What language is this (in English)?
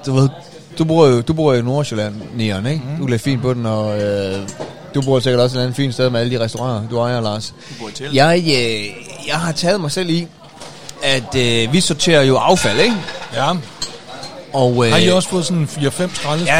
Danish